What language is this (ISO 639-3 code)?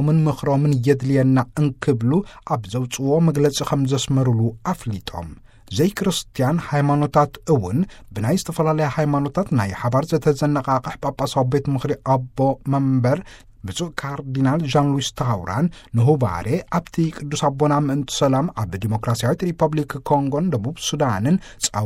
tir